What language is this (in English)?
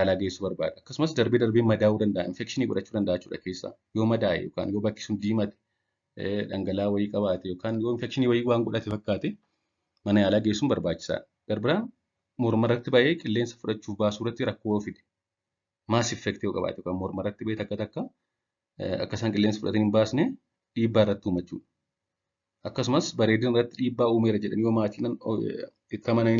Oromo